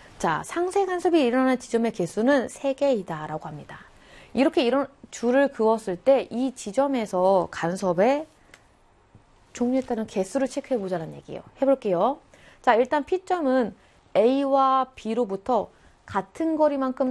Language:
Korean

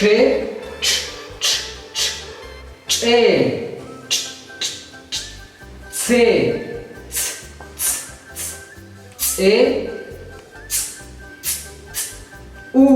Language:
Tektiteko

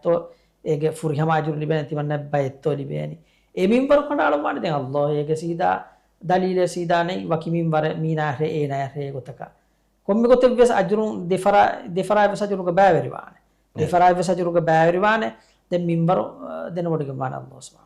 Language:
Divehi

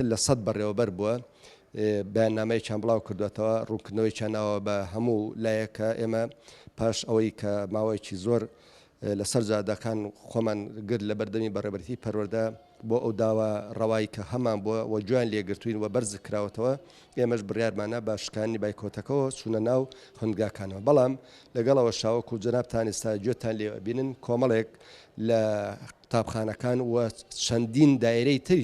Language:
Central Kurdish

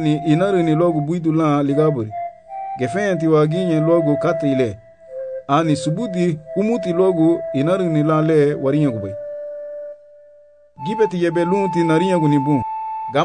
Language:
Garifuna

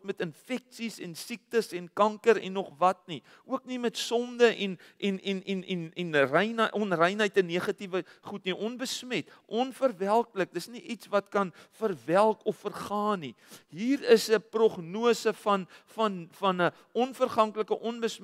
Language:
Afrikaans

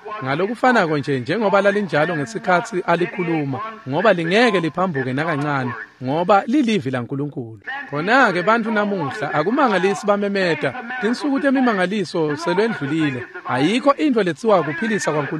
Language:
Swati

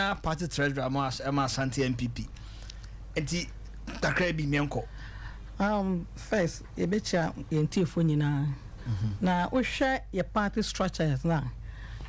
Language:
Akan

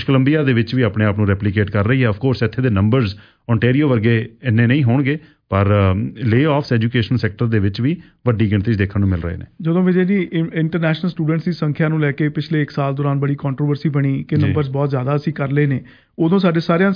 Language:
Punjabi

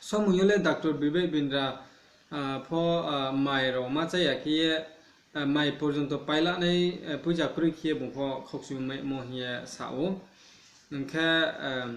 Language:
Riang (India)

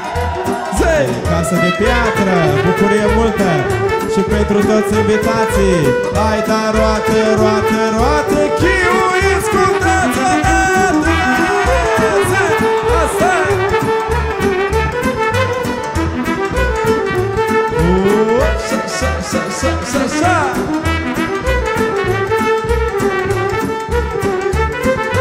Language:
Romanian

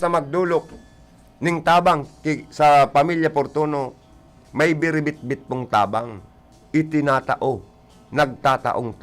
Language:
Bikol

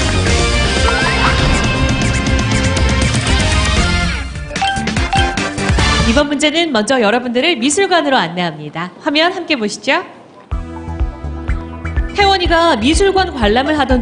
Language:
Korean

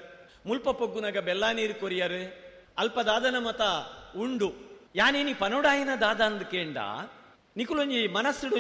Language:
Tulu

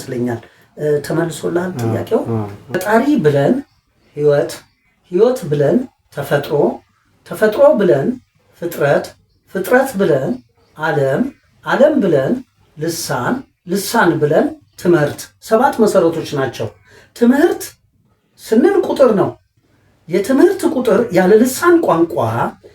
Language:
Amharic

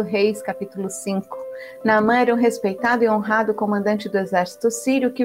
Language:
Portuguese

